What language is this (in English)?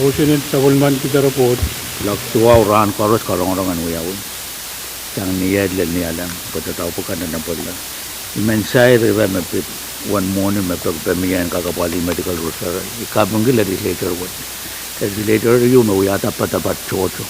Pohnpeian